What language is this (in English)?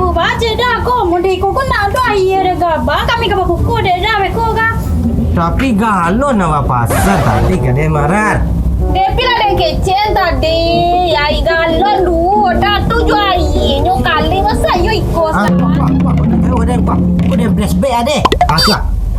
Minangkabau